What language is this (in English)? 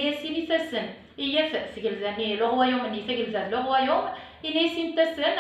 Kabyle